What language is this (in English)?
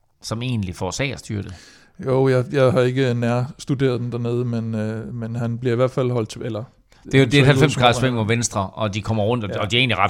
Danish